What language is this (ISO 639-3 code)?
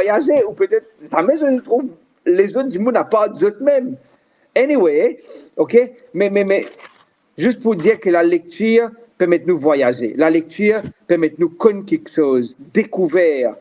mfe